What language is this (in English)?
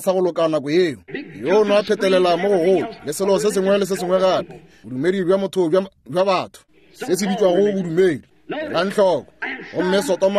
Northern Sotho